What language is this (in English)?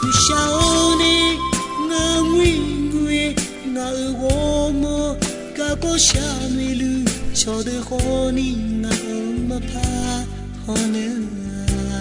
Akha